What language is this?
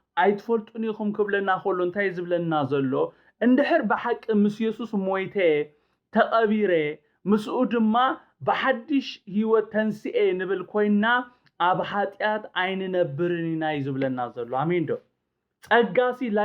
Tigrinya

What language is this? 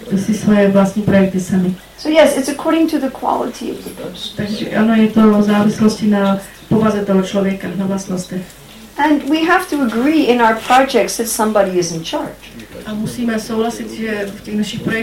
Czech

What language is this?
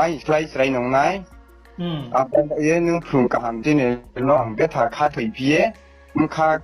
Riang (India)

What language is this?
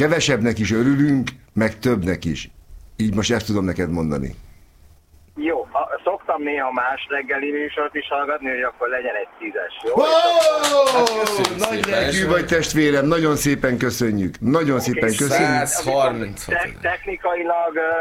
Hungarian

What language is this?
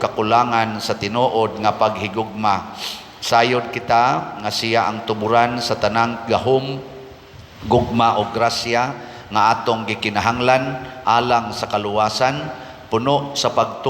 Cebuano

